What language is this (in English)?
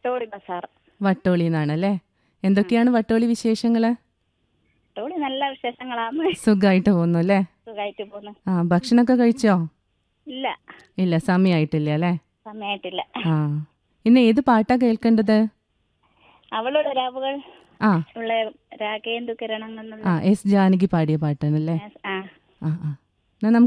Malayalam